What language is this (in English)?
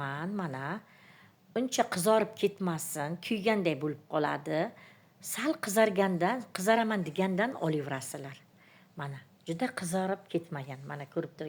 Uzbek